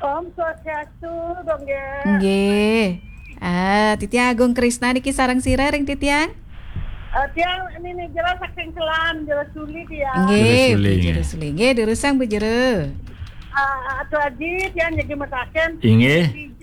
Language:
Balinese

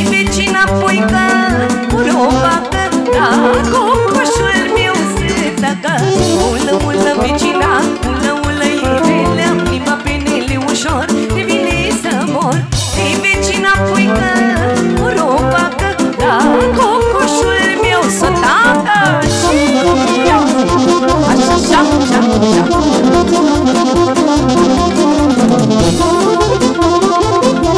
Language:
Romanian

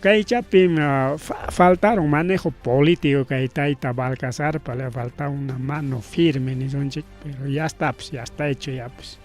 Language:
Ayacucho Quechua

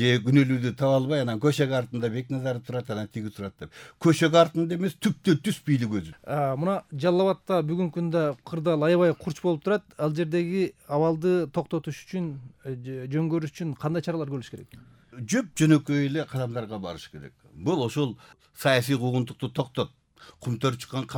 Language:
Kyrgyz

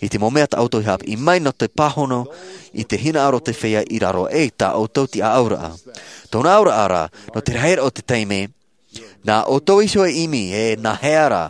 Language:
Tahitian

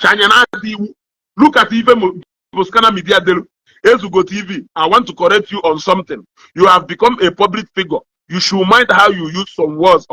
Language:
Igbo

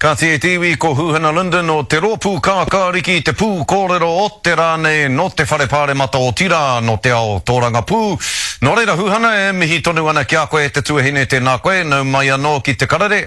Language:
Māori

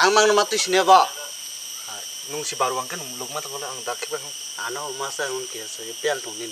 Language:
Kok Borok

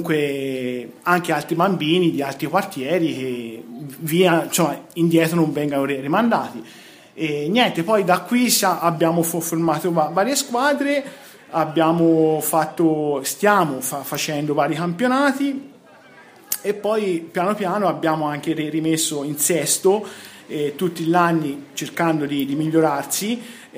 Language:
Italian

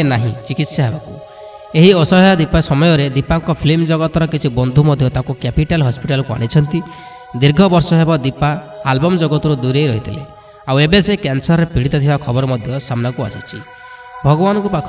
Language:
Odia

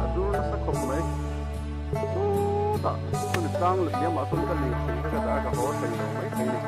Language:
Mizo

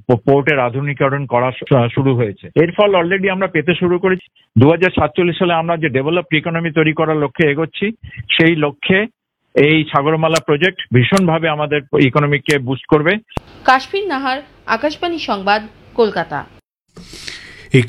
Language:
Bangla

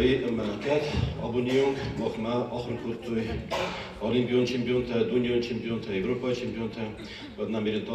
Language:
Ossetic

